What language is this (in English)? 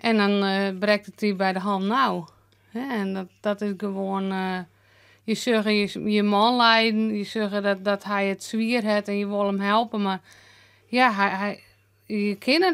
Western Frisian